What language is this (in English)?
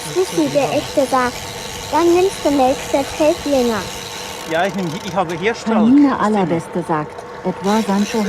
Swiss German